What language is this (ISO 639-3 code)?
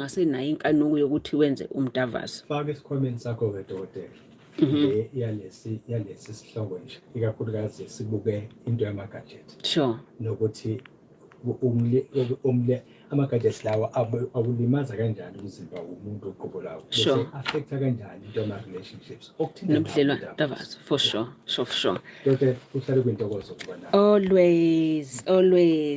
zul